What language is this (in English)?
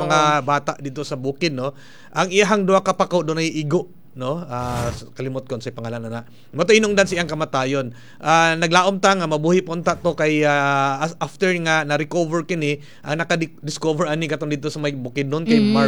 Cebuano